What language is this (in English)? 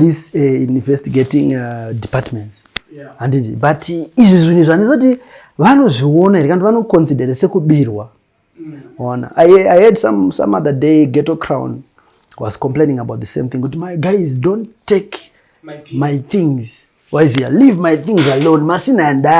Shona